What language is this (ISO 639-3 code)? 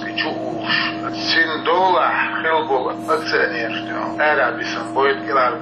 che